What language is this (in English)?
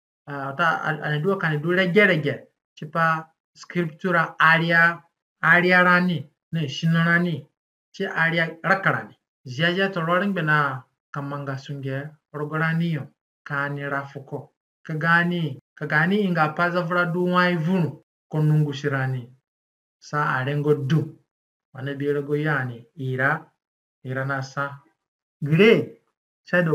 Zande (individual language)